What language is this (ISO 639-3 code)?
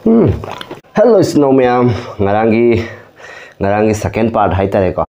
mni